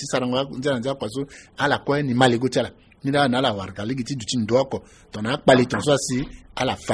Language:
Sango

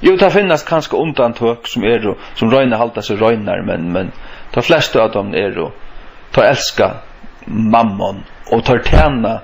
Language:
Faroese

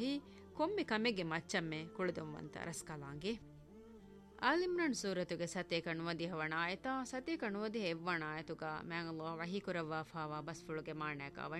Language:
Divehi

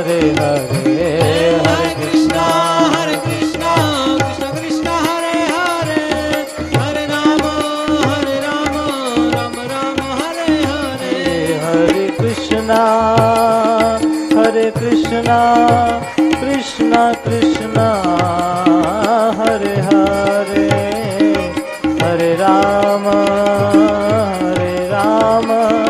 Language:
Gujarati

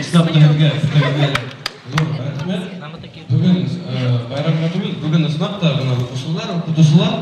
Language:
Bashkir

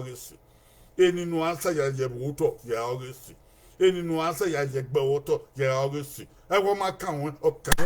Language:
Bini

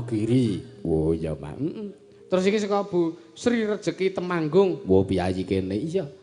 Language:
Javanese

